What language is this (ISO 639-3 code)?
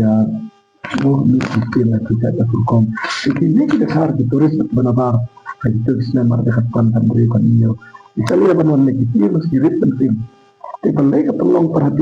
kha